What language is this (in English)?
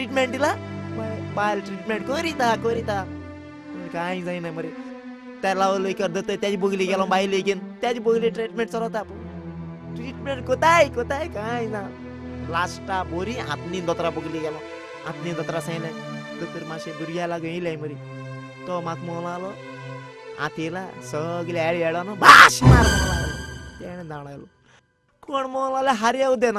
Konkani